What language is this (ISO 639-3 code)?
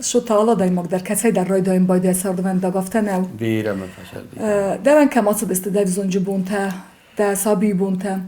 oss